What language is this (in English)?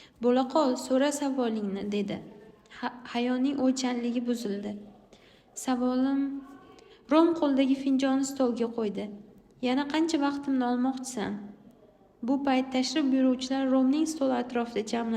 Uzbek